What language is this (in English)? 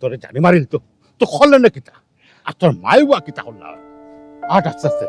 Sylheti